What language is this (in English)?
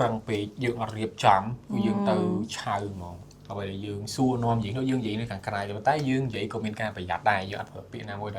Khmer